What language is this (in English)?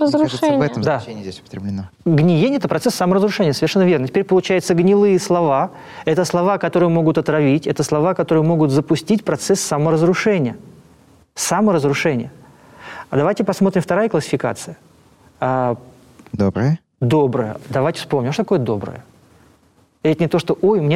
Russian